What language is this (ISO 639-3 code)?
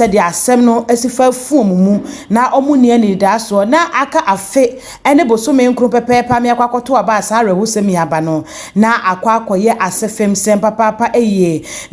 aka